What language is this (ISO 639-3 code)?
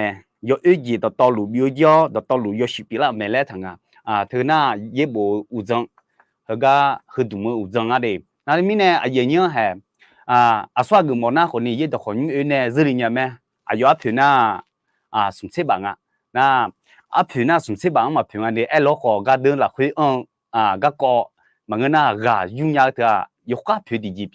ahk